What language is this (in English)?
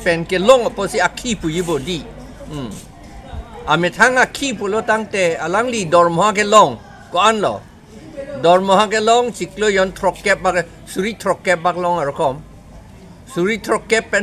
Karbi